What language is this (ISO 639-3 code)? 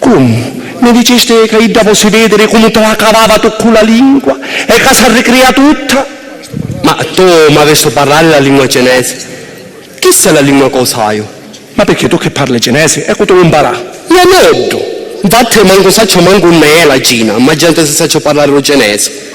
scn